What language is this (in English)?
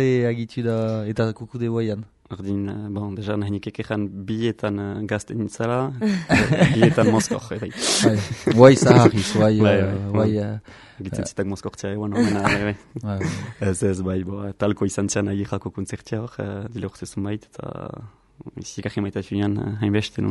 Basque